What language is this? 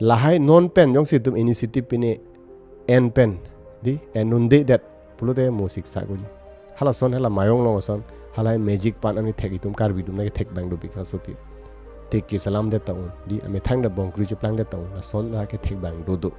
Karbi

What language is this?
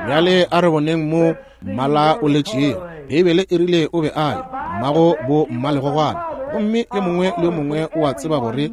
Northern Sotho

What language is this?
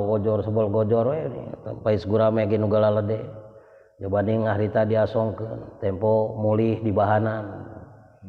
Sundanese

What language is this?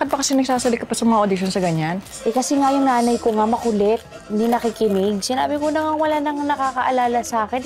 Filipino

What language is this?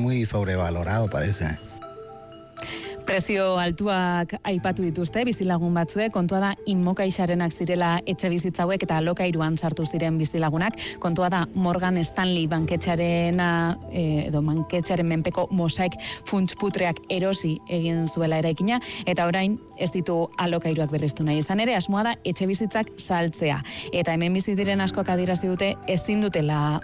Basque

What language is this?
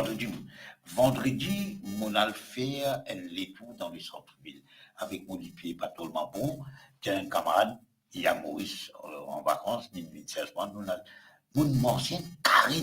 Morisyen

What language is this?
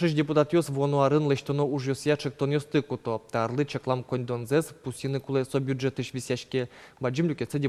Udmurt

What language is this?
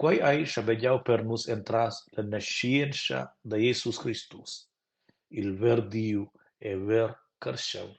Romansh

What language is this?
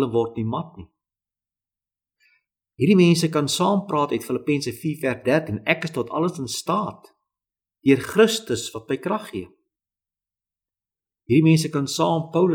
Afrikaans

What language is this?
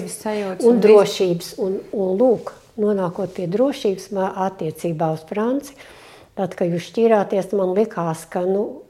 Latvian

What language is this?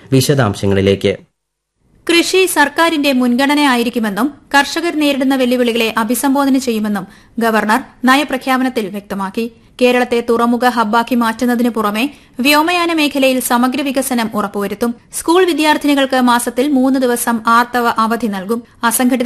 Malayalam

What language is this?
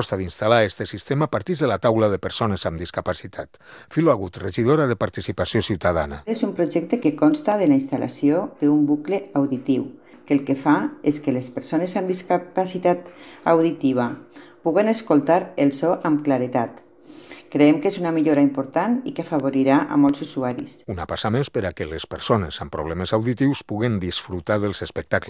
Catalan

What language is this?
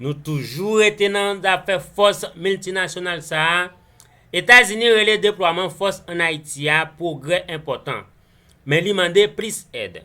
Haitian Creole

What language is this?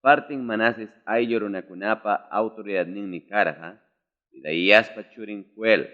Ayacucho Quechua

